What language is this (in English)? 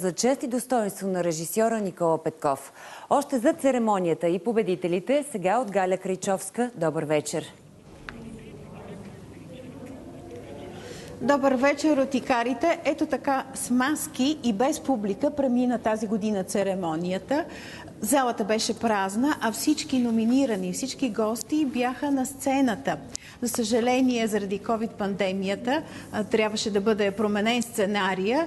Bulgarian